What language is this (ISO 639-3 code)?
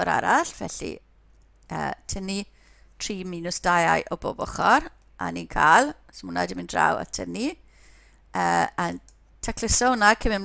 cym